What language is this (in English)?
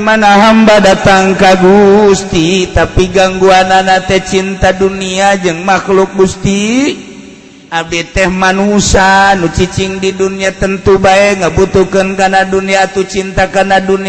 Sundanese